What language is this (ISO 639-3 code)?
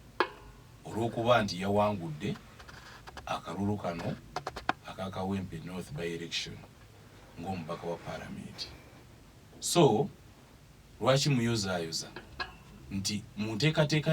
lug